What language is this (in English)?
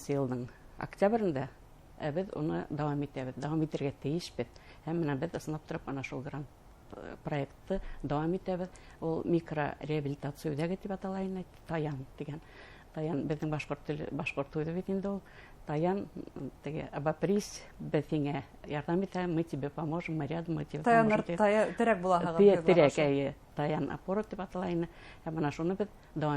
Bashkir